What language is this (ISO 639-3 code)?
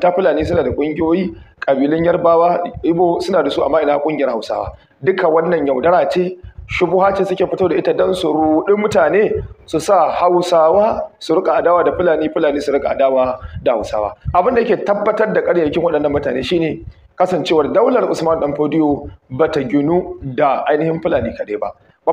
hau